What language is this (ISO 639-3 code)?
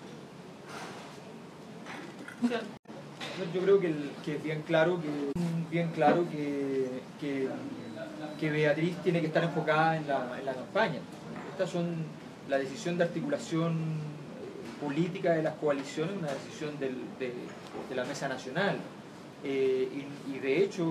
spa